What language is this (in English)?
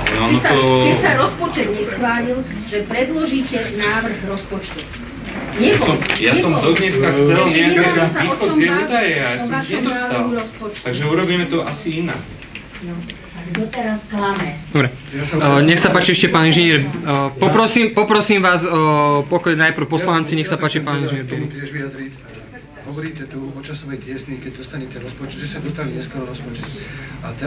Slovak